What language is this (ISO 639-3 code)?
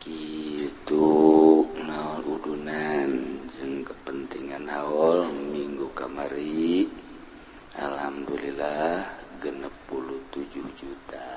sun